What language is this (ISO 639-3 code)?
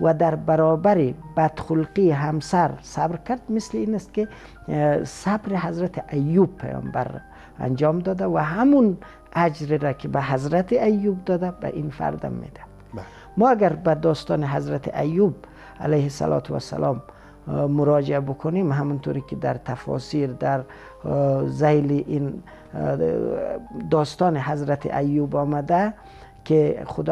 fas